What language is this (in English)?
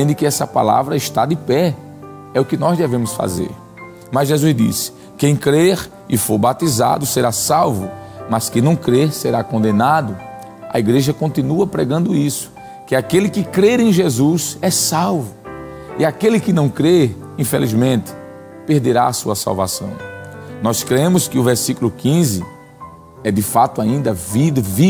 Portuguese